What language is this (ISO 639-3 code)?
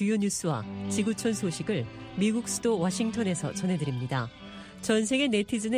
kor